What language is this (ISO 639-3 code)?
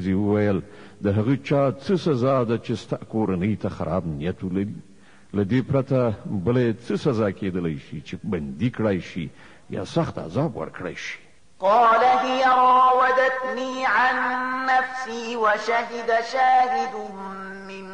pus